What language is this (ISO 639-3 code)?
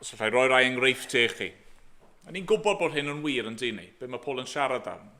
cym